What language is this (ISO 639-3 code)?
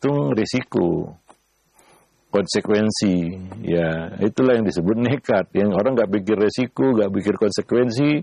ind